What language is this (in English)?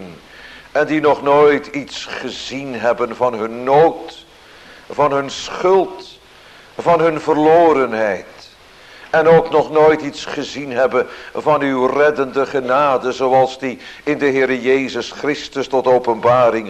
Dutch